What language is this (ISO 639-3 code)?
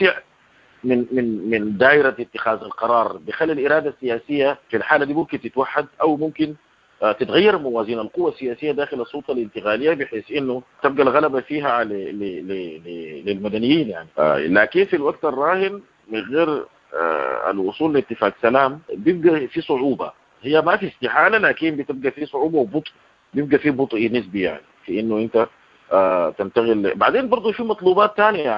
apd